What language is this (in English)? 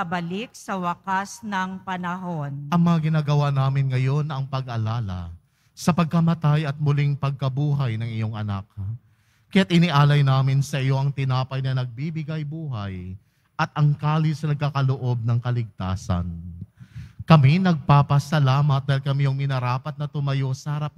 Filipino